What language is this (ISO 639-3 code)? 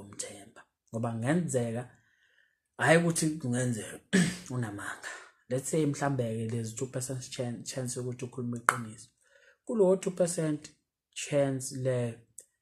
zul